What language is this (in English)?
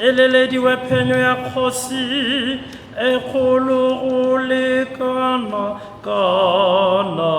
Tswana